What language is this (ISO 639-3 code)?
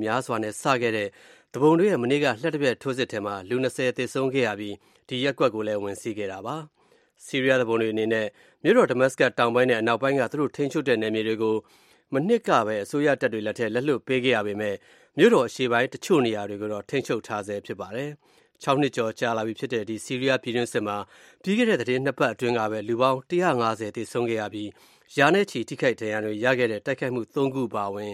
mya